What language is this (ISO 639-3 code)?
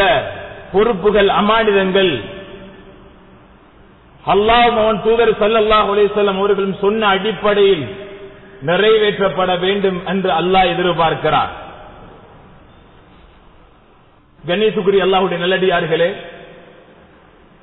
tam